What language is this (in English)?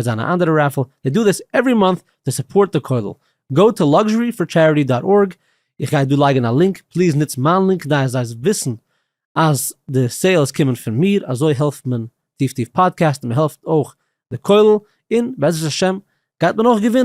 Yiddish